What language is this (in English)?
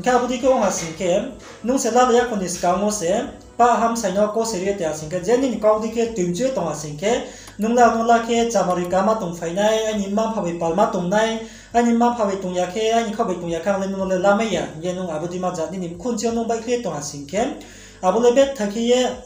Riang (India)